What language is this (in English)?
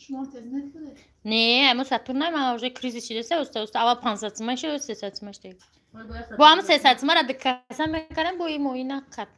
Tajik